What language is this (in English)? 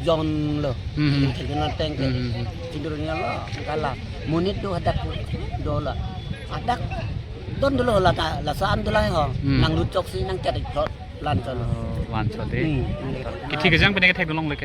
Karbi